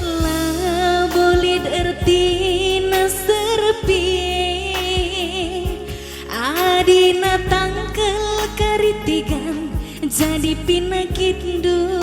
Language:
Batak Karo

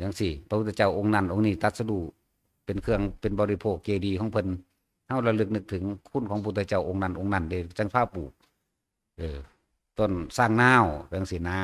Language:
Northeastern Thai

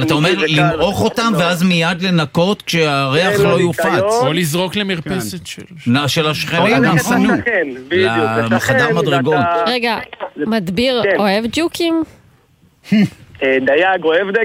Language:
Hebrew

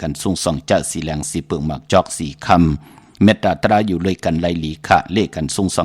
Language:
Shan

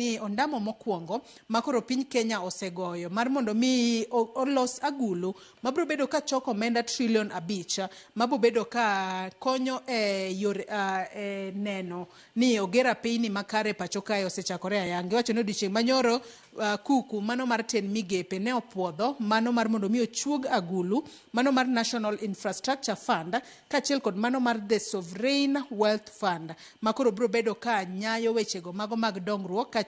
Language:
Luo (Kenya and Tanzania)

